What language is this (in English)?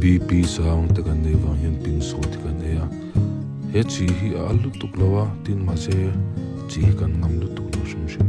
Mizo